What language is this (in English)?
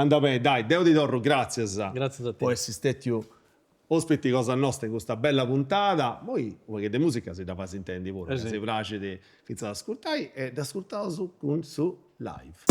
Sardinian